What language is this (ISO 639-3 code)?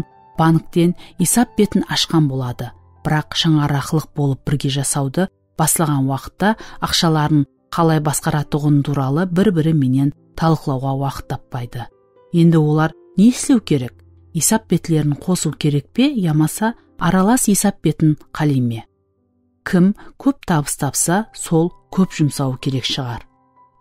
kaa